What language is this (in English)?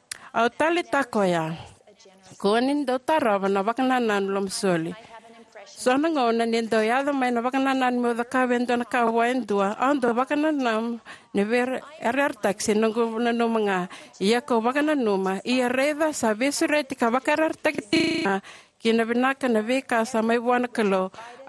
Fijian